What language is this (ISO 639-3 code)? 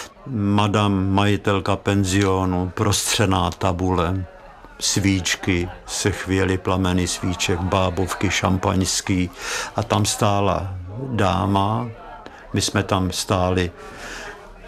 ces